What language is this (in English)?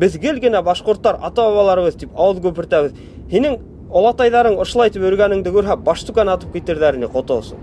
Bashkir